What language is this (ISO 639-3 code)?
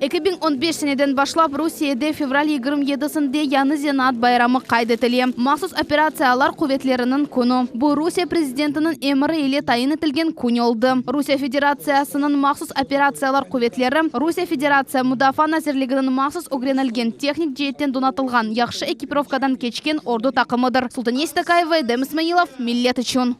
crh